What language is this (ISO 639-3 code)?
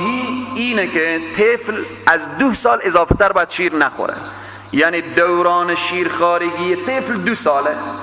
fas